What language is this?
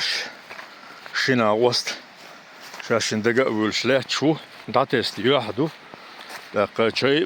Chechen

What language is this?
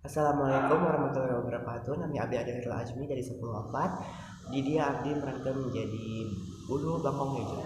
Sundanese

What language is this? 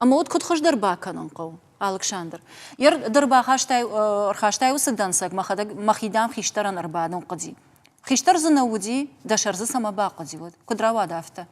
Ossetic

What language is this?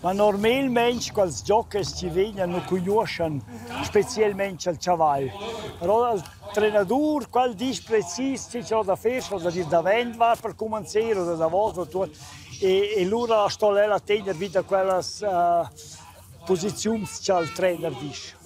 Romansh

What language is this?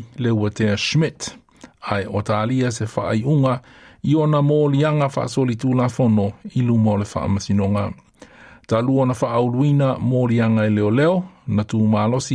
Samoan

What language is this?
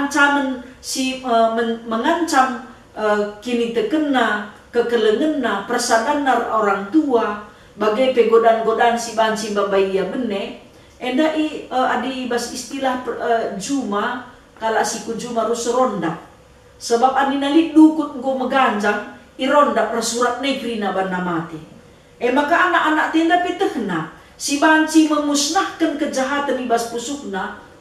Batak Karo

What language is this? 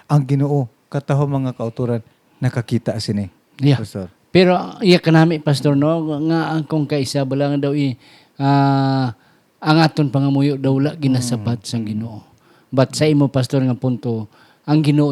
Hiligaynon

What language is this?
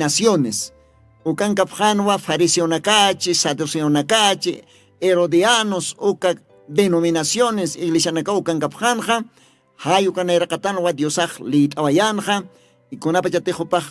Aymara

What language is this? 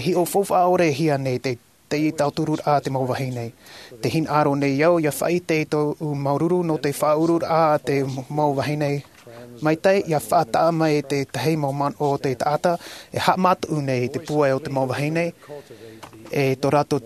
Tahitian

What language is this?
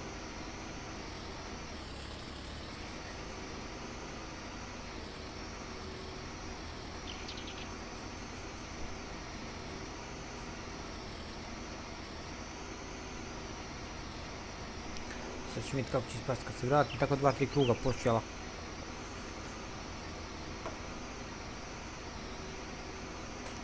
Croatian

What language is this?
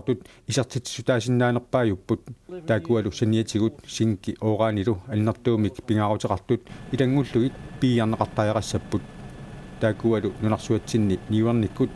Kalaallisut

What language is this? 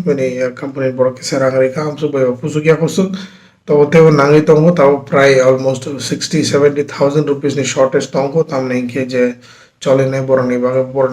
Kok Borok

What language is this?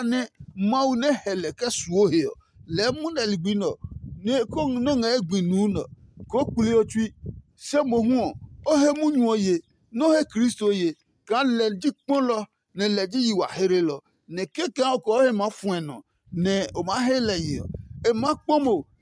Adangme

